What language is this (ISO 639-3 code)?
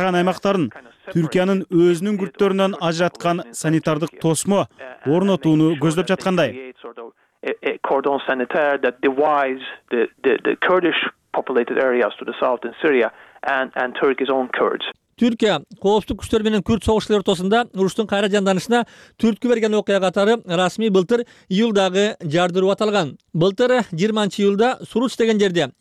kir